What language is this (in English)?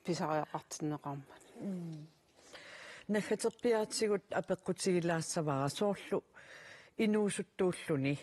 Kalaallisut